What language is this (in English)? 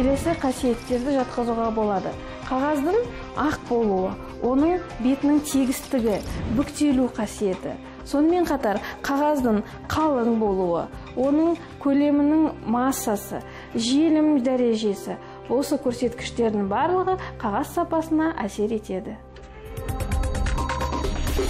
Kazakh